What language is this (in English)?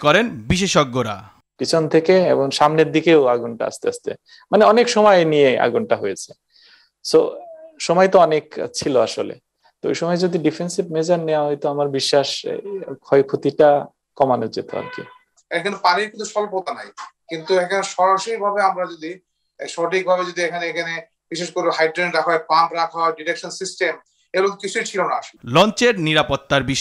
Bangla